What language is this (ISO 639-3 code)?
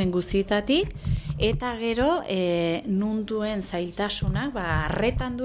eus